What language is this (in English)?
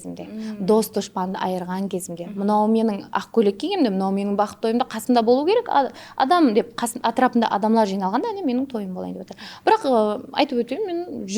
Kara-Kalpak